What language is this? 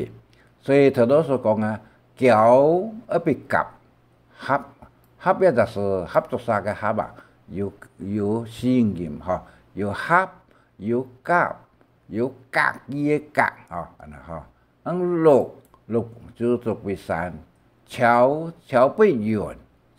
Hakka Chinese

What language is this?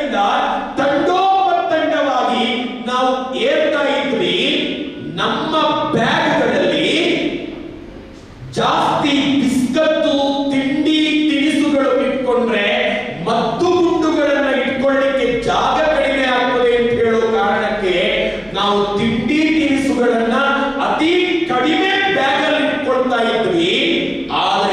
Kannada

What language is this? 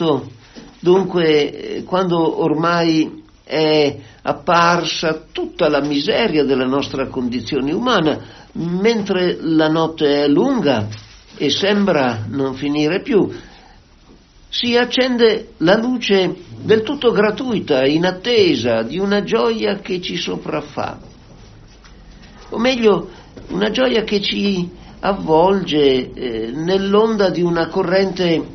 Italian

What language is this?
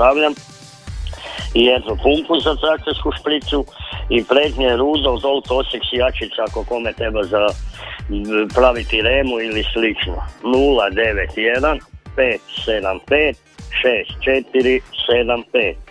Croatian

